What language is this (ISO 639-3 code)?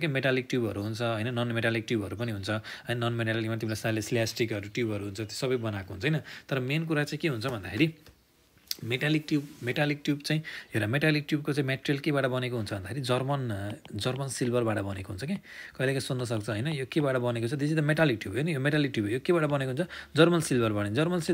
nep